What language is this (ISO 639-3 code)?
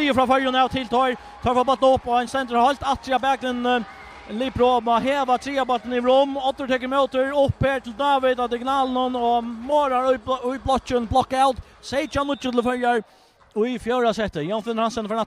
fao